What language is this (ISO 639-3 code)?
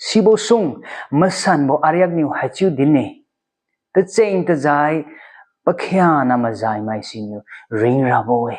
njn